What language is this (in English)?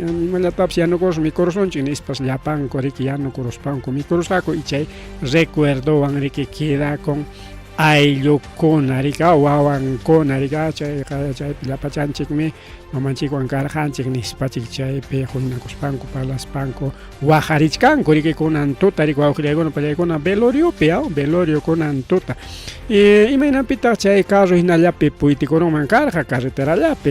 Ayacucho Quechua